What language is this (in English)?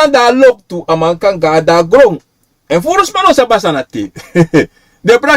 Sranan Tongo